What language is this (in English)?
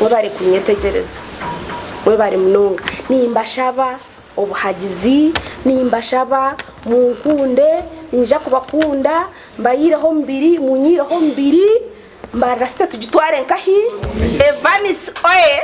Nyankole